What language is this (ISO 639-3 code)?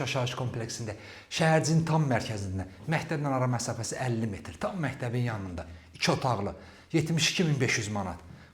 aze